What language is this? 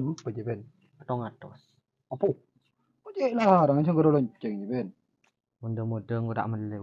Madurese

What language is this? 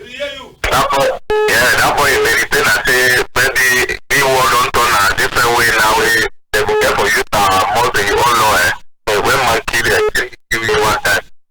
Cameroon Pidgin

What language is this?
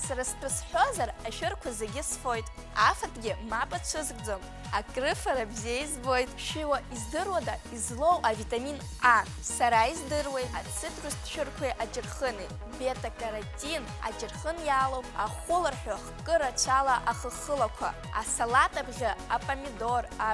Abkhazian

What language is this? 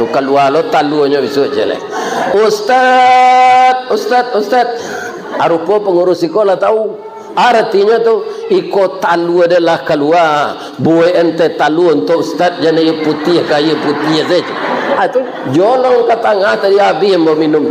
Minangkabau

